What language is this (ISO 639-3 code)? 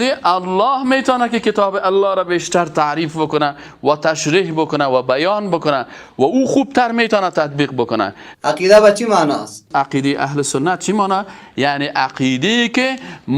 fas